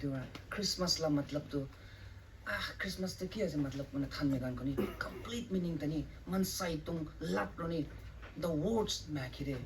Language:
Rongmei Naga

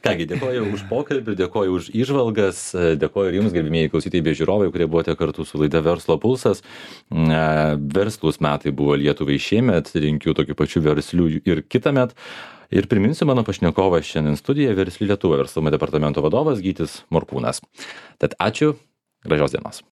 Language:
Lithuanian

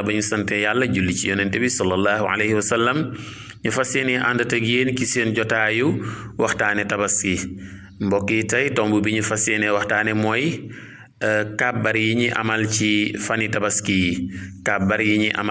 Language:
Wolof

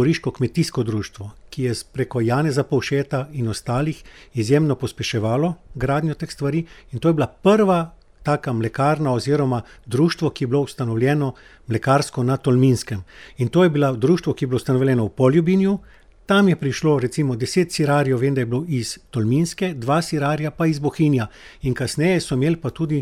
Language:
Slovenian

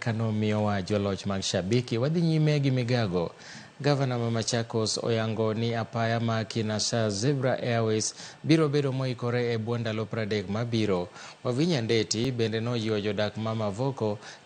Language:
Luo (Kenya and Tanzania)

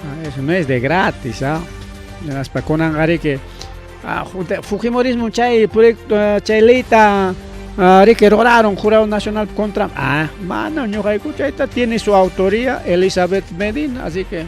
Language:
Ayacucho Quechua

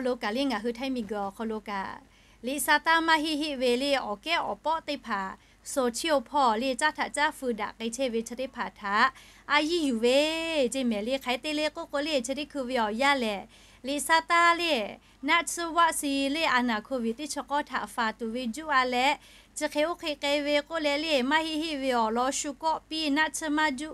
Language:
Lahu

